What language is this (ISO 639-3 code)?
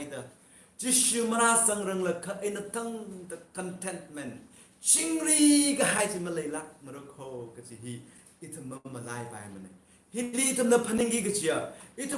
nmf